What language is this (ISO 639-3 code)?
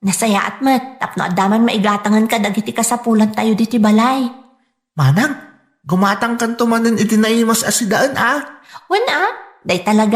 ilo